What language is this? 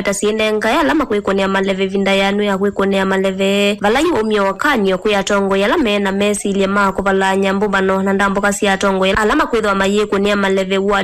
Kamba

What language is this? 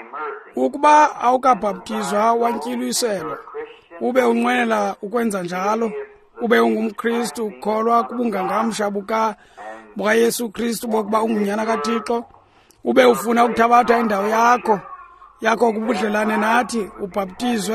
Xhosa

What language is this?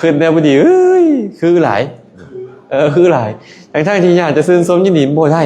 Lao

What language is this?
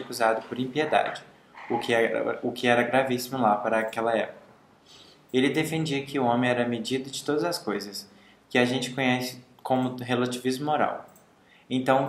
Portuguese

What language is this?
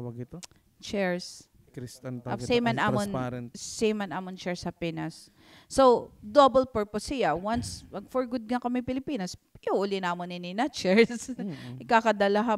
Waray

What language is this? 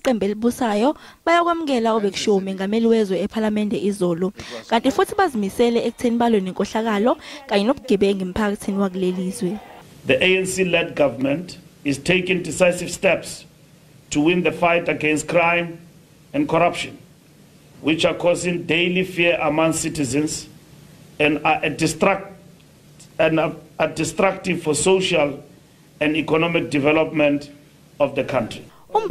Zulu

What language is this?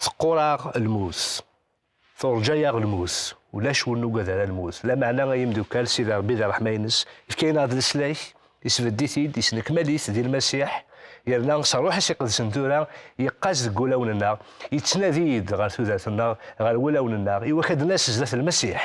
Kabyle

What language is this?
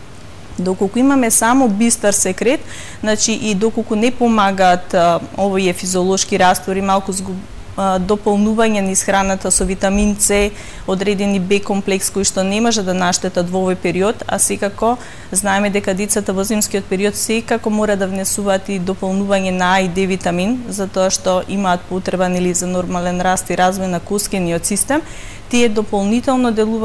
Macedonian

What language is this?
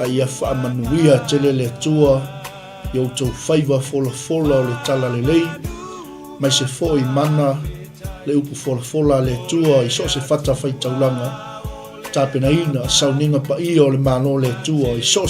Samoan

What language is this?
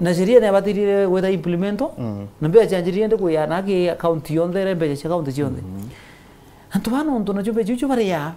Meru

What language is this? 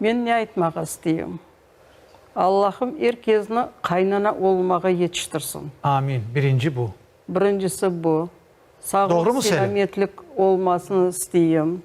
Crimean Tatar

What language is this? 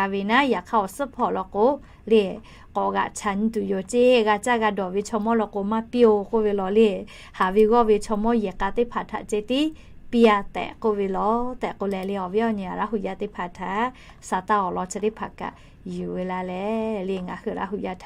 Lahu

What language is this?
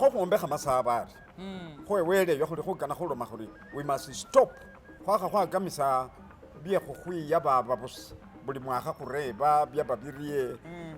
Masaaba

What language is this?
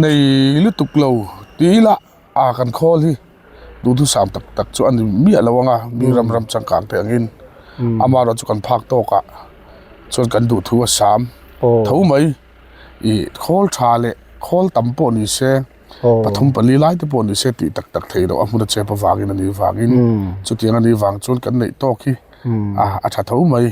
Mizo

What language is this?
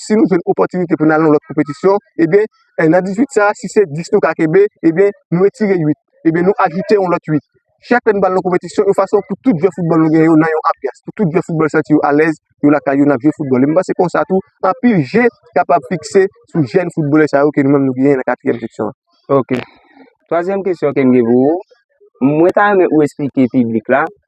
Haitian Creole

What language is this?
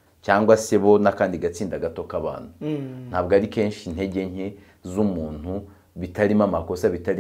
Kinyarwanda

